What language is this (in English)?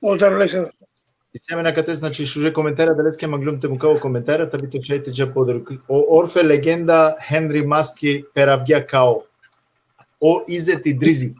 Balkan Romani